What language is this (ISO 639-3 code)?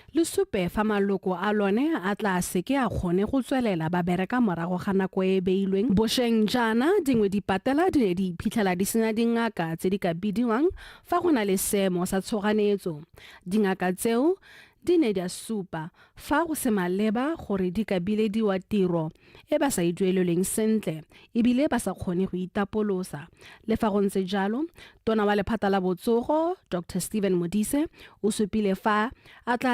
tsn